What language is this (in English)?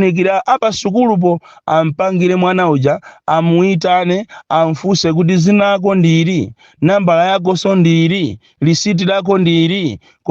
Nyanja